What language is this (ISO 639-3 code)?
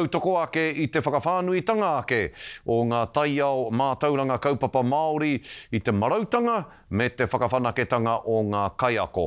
mri